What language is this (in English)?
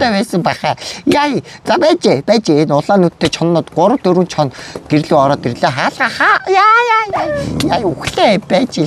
Mongolian